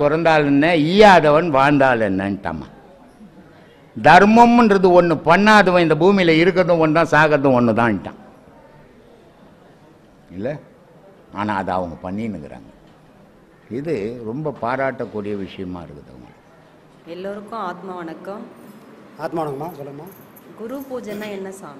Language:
Tamil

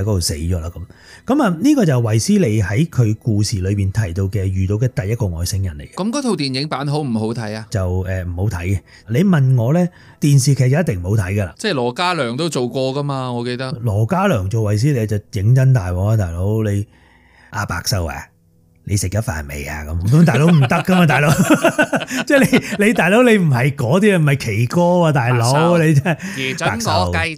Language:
Cantonese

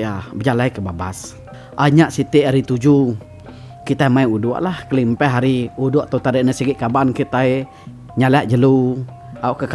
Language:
Iban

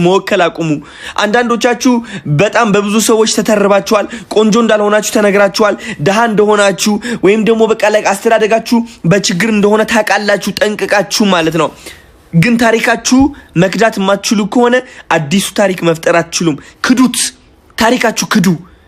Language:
Amharic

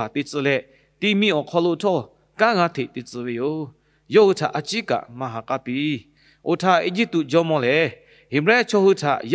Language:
Lahu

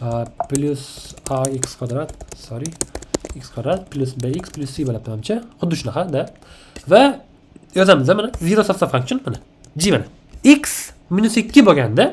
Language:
Uzbek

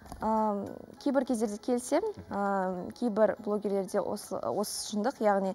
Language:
Kazakh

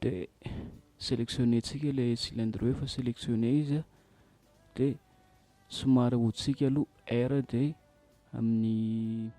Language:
Malagasy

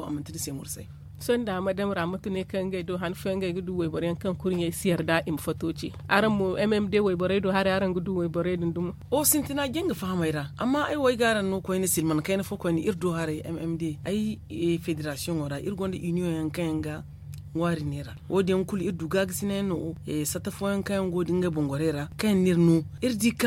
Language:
Zarma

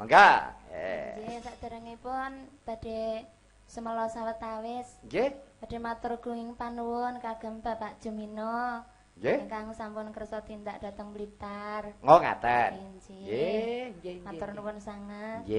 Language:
Javanese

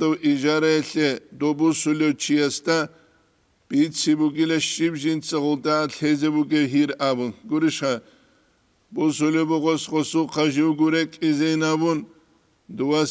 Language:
Avaric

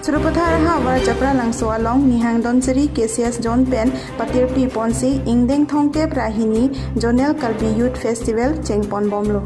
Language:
Karbi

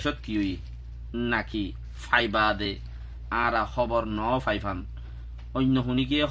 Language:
Rohingya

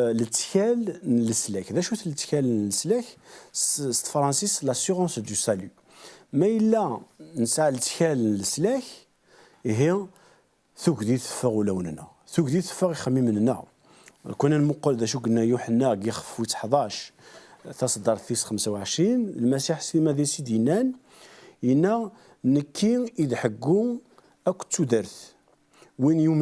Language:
Kabyle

